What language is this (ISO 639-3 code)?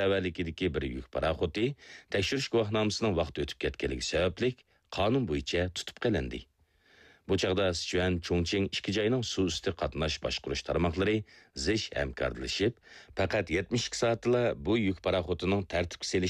uig